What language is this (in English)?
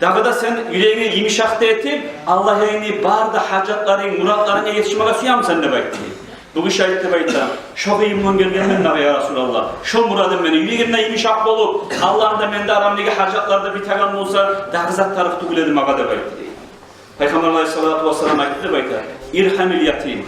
Kumyk